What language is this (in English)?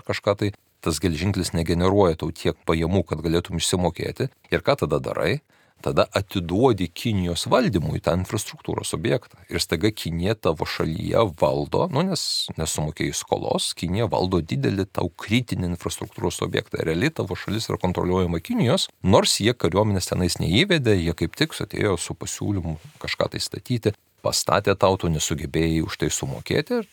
Lithuanian